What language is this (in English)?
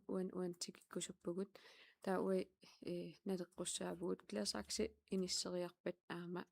Kalaallisut